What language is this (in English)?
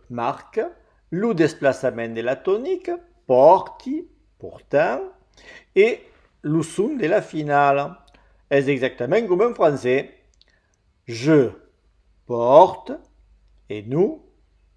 Occitan